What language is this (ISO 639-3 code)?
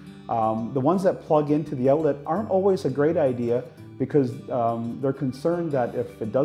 eng